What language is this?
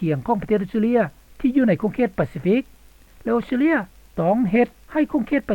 Lao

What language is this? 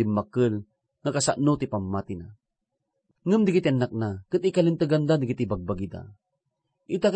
Iloko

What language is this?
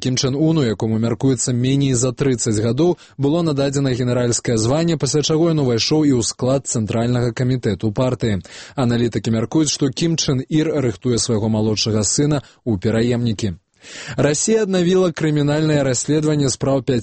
Belarusian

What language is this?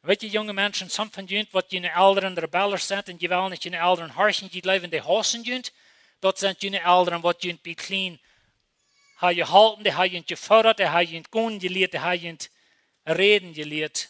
Plautdietsch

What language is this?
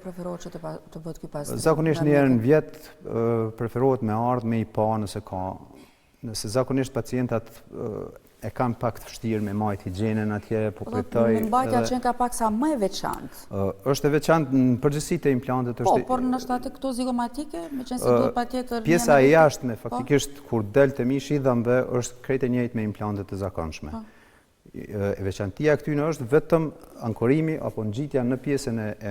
Albanian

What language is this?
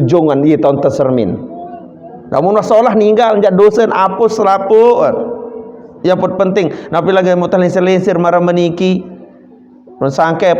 Sasak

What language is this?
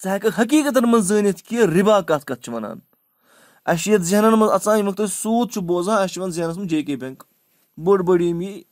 Kashmiri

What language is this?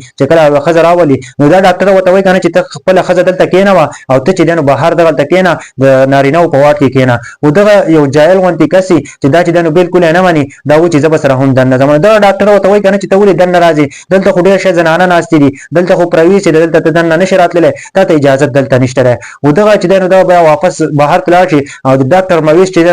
Pashto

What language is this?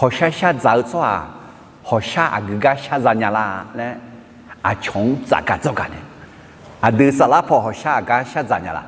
Akha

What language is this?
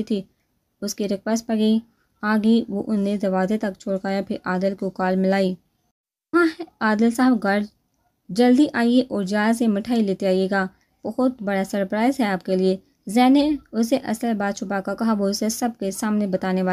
Urdu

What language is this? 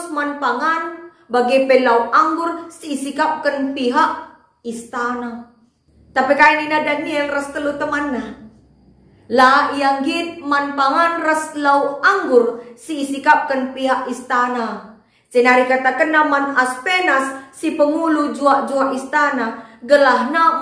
Batak Karo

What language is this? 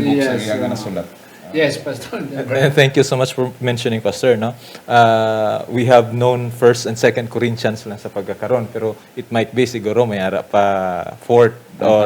Hiligaynon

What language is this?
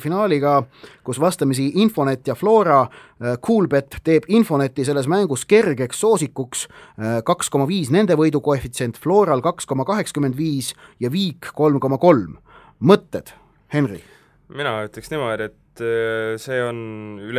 Estonian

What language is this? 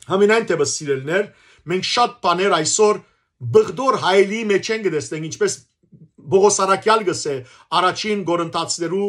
Western Armenian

